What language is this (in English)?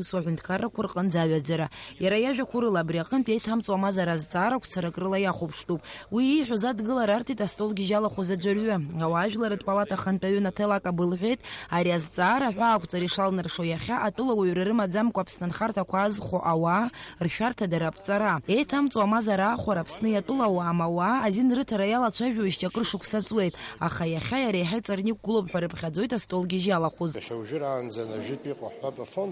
Abkhazian